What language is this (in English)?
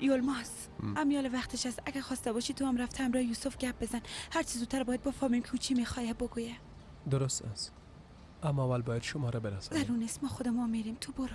Persian